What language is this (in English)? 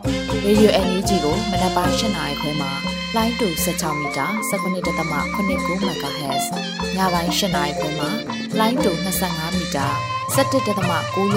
Burmese